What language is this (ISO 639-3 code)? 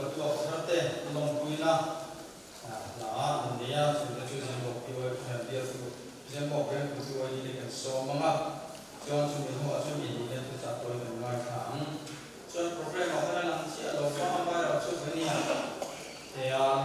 lus